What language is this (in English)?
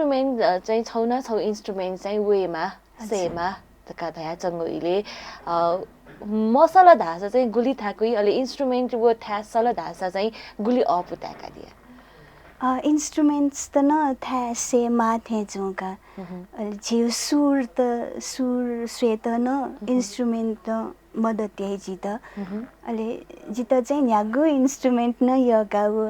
Newari